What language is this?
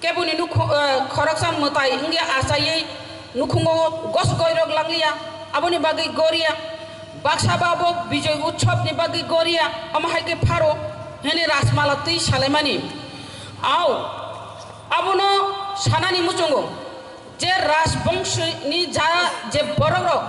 Kok Borok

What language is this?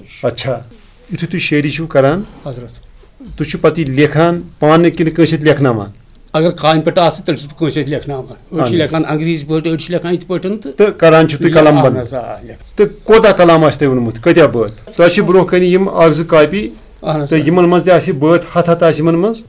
Kashmiri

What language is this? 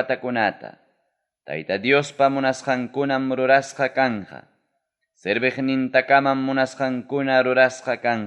Ayacucho Quechua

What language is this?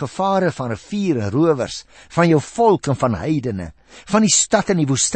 Afrikaans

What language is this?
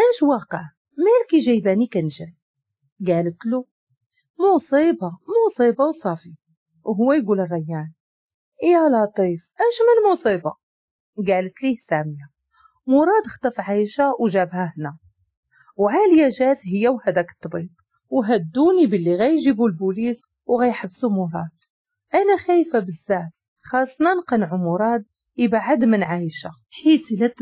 Moroccan Arabic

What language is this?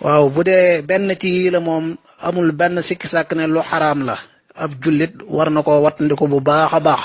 Wolof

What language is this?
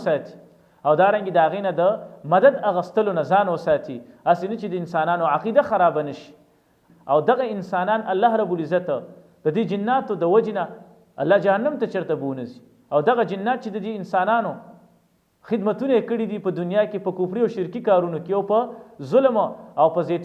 Pashto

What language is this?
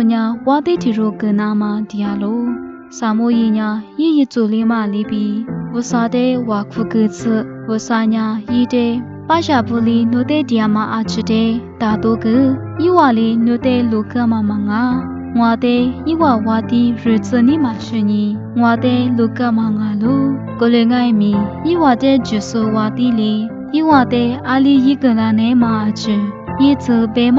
Lisu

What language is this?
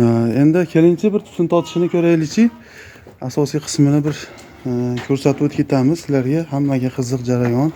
Uzbek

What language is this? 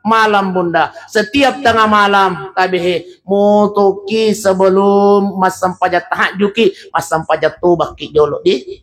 Buginese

